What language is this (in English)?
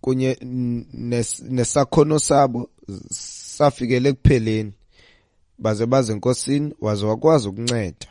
Xhosa